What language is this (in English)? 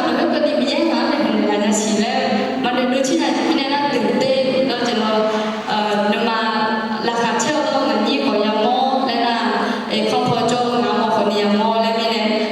Akha